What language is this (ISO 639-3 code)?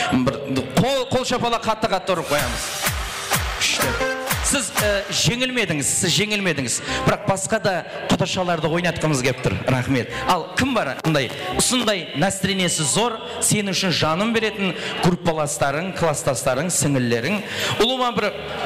kaa